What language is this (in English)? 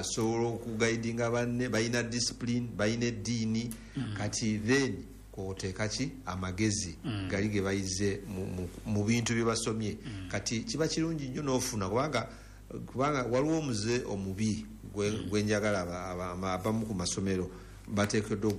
Ganda